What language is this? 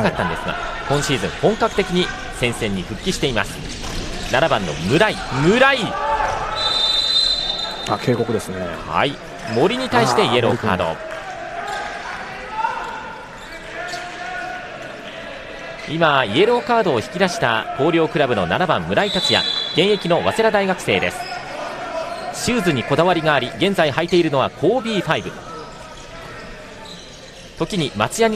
Japanese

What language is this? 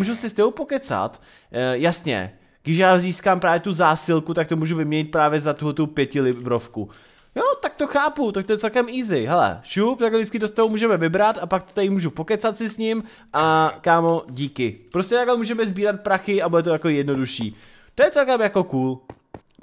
Czech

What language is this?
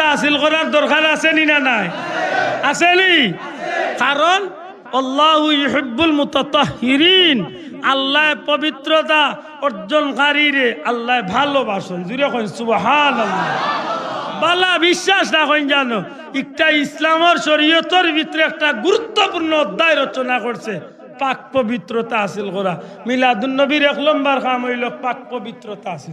Sylheti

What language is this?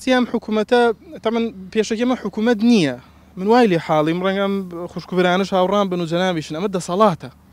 Central Kurdish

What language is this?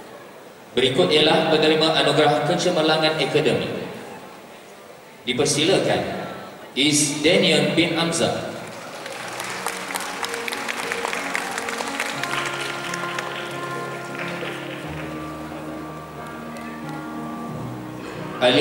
Malay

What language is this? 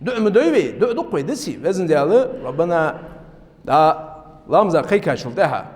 Ingush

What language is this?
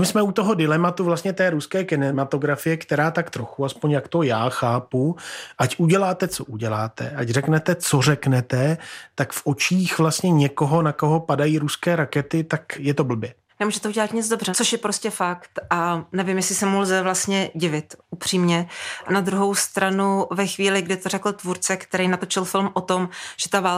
Czech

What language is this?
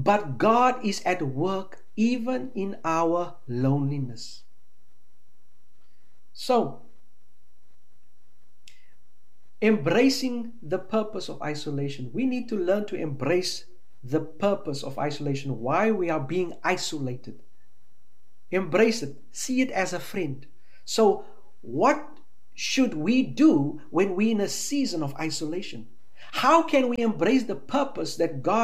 English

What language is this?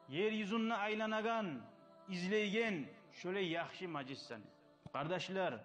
Kumyk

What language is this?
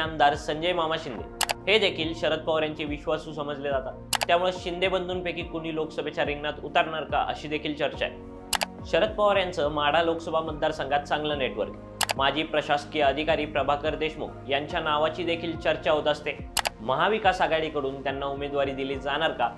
Marathi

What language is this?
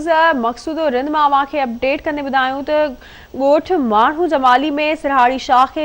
Sindhi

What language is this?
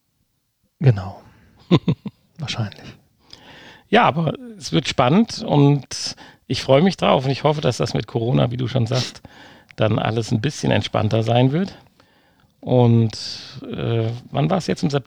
German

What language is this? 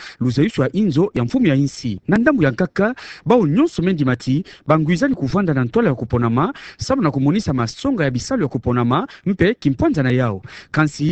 Kituba (Democratic Republic of Congo)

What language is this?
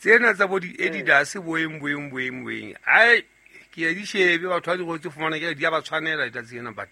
Southern Sotho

